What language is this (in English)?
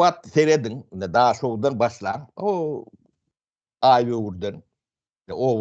Turkmen